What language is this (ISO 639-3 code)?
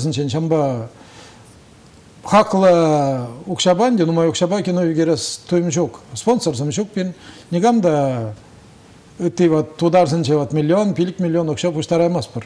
chv